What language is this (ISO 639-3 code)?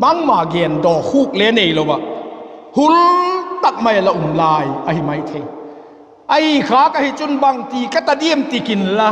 vap